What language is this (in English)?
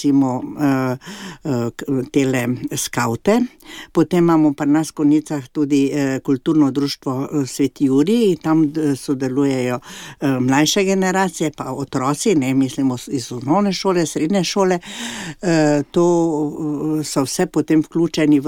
Slovenian